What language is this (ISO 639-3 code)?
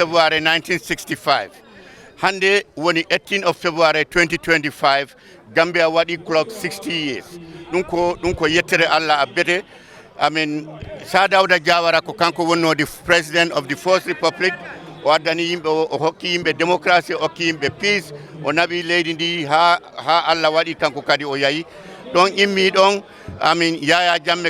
ful